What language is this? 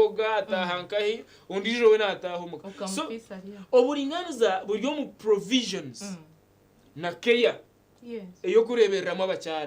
Nyankole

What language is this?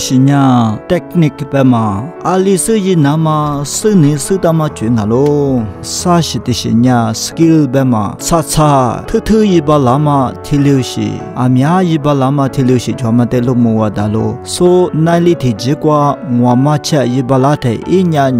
Lisu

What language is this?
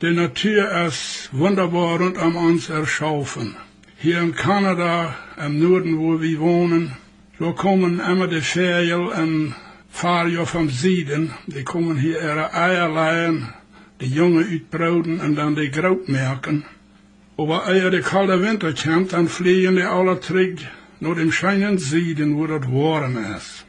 Plautdietsch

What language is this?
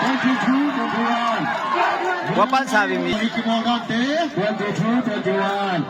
Tedim Chin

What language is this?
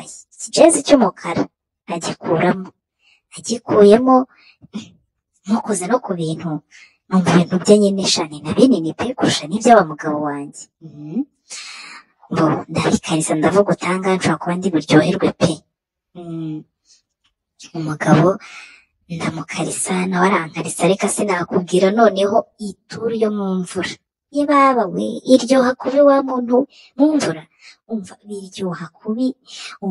Kinyarwanda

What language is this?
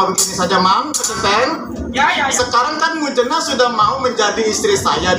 Betawi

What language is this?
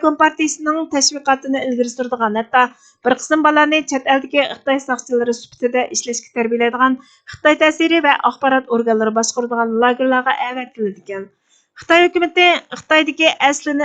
Uyghur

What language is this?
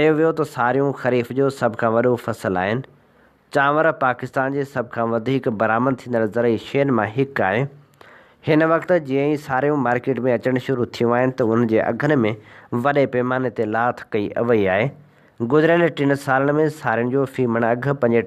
Sindhi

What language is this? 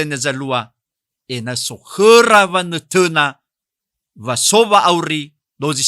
Nias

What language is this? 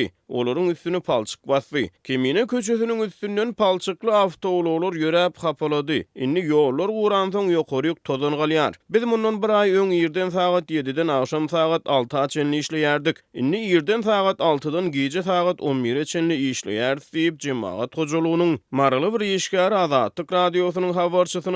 Turkmen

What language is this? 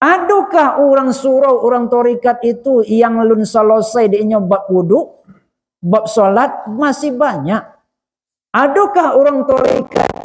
Minangkabau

